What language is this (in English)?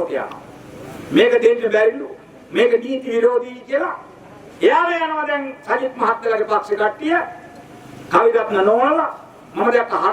Sinhala